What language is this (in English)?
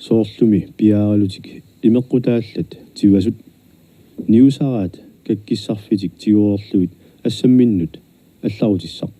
Kalaallisut